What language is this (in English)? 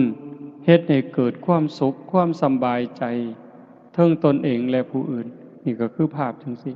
Lao